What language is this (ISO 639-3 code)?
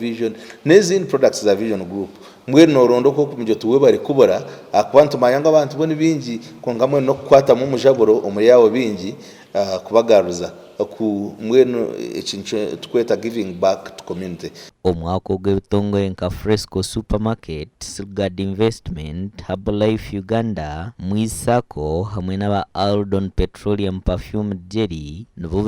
nyn